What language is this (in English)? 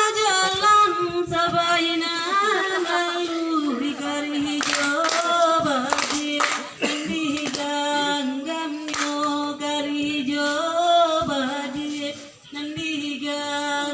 Minangkabau